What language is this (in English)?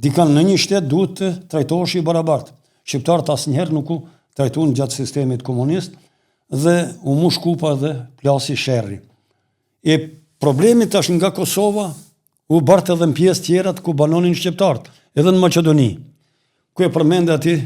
Albanian